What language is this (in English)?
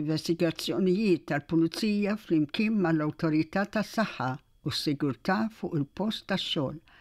Maltese